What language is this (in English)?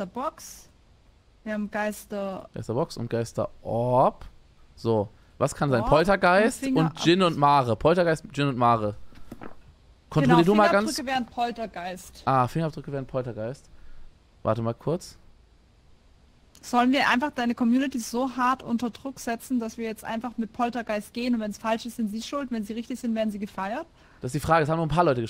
German